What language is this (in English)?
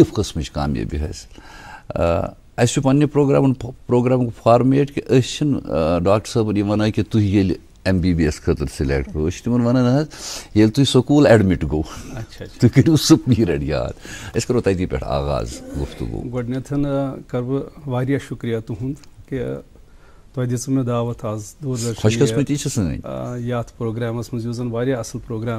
Kashmiri